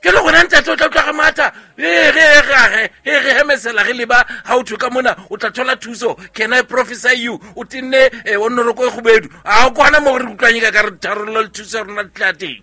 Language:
Southern Sotho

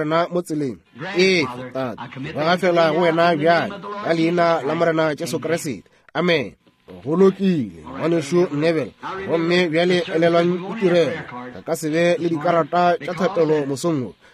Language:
Northern Sotho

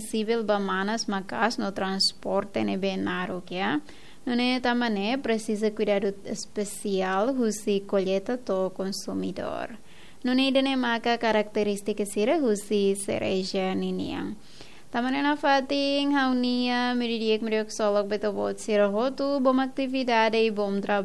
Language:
Tetum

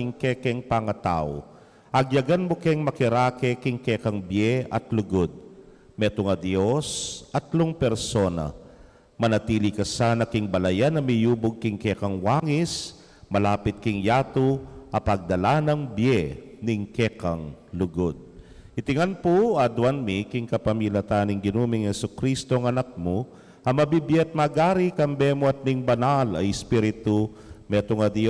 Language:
Pampanga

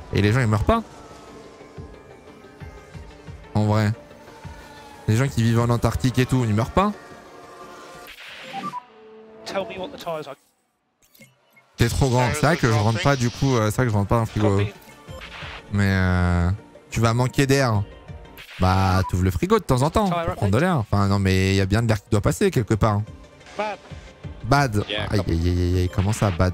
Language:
French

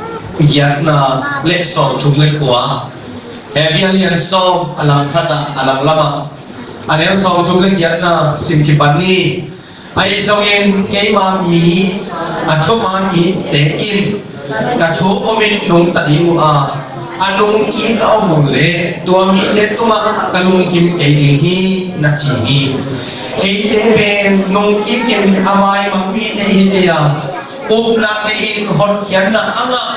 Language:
Tedim Chin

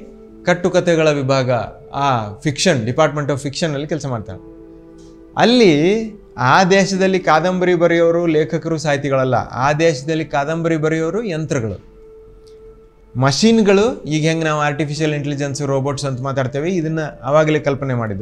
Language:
Kannada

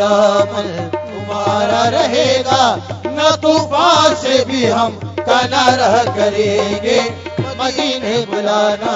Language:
Urdu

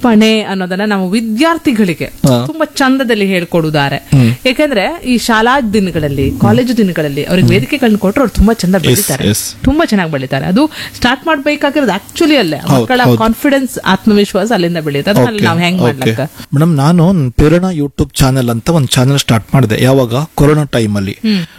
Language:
Kannada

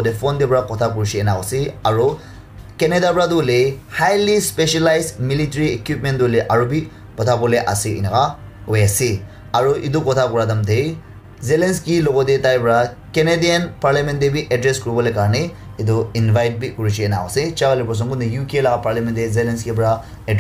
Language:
Naga Pidgin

